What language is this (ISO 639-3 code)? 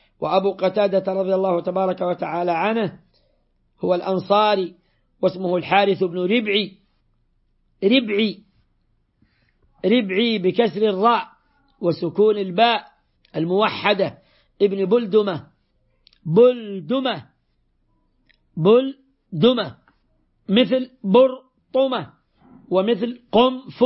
ara